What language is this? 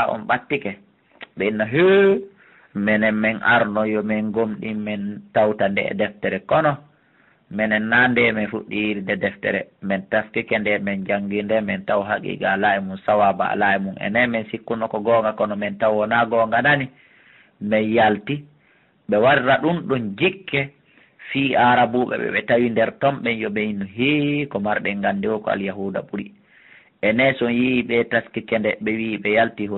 Fula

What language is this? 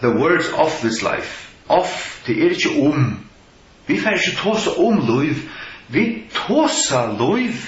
Faroese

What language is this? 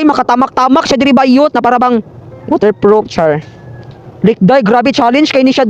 Cebuano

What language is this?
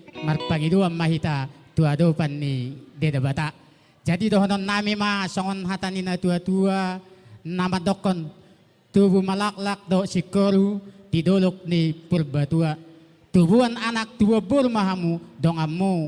Batak Toba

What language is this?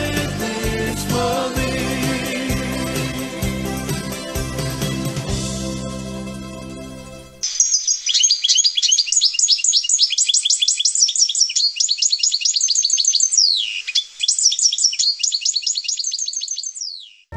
Croatian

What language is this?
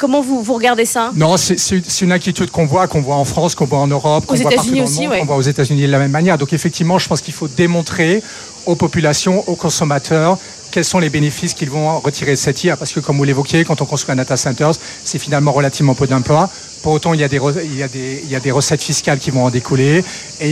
French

